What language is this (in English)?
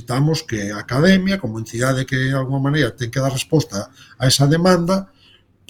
Galician